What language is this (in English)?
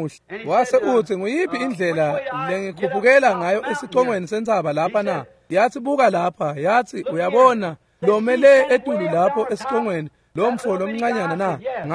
Swati